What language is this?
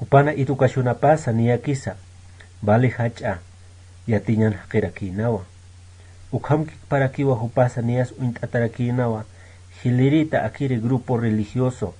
Aymara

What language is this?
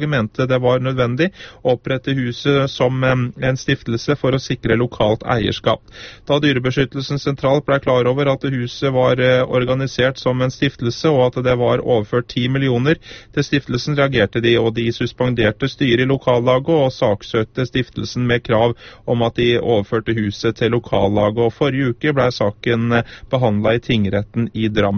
Norwegian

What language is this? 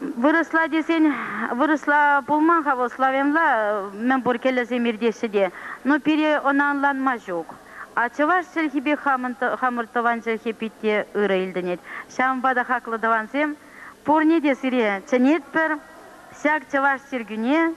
Chuvash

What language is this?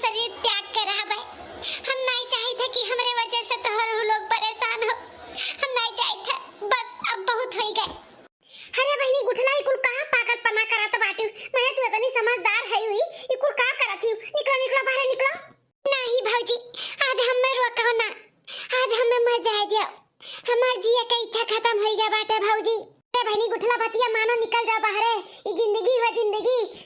Awadhi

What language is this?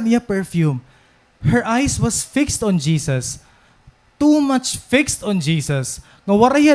Waray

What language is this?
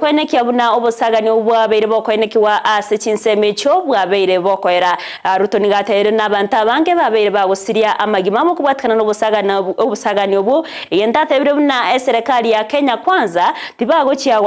Gusii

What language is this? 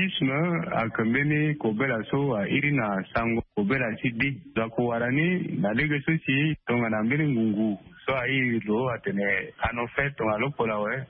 Sango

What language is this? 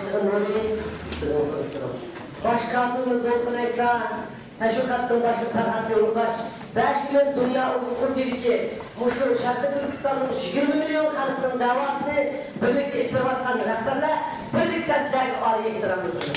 Uyghur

